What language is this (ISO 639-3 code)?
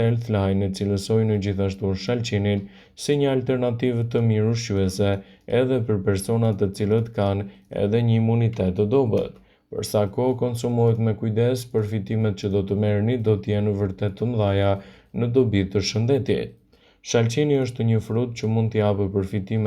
sqi